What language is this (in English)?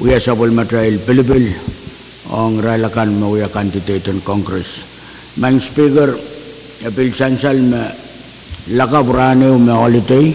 Pohnpeian